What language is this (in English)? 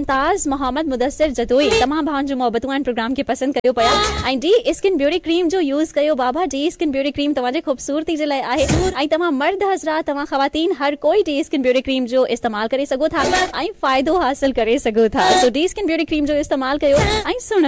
Sindhi